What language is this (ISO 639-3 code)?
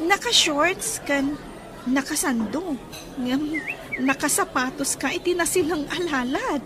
ilo